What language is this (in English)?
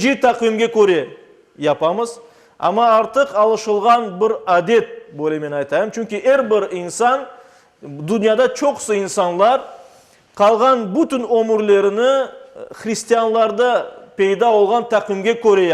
Crimean Tatar